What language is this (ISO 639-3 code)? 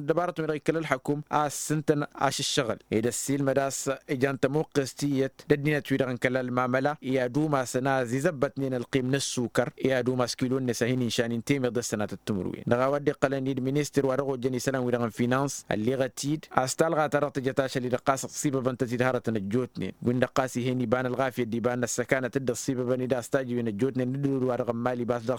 taq